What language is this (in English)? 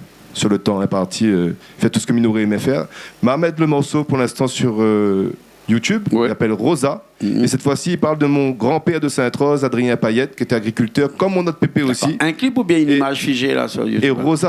Réunion Creole French